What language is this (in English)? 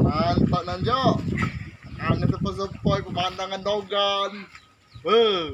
Musi